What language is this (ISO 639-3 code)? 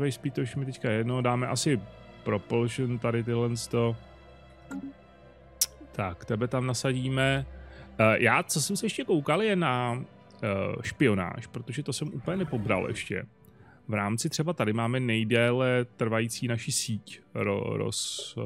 ces